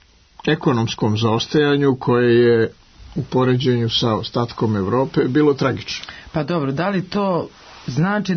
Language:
Serbian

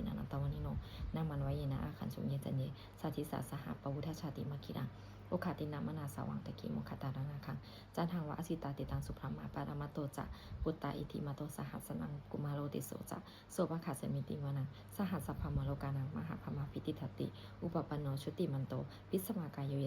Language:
Pali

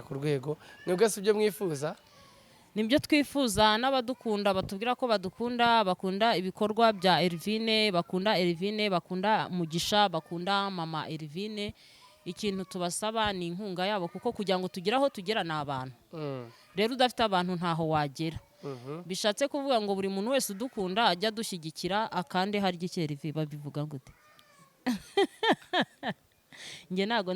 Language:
Kinyarwanda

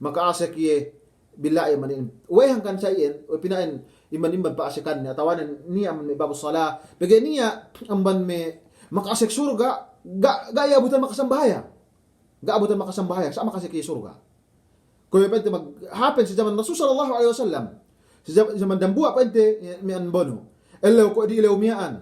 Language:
Yakan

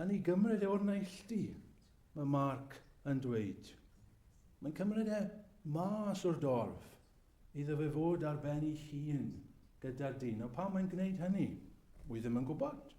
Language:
Welsh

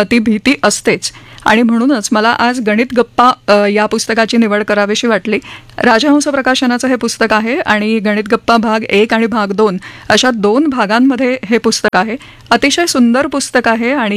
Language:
Marathi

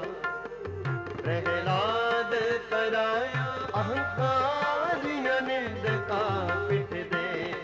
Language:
Punjabi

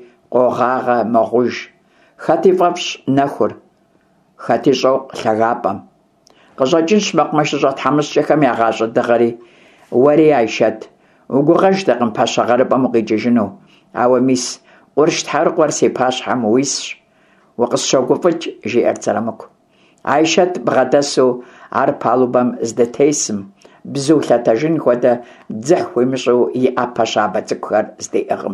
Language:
Kabardian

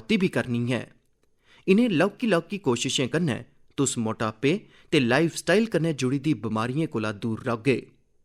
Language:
Dogri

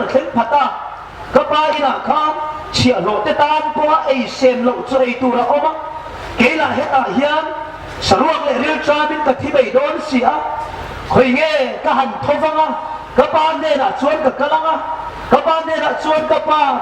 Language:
Hmar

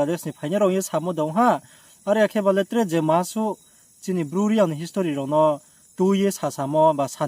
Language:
Riang (India)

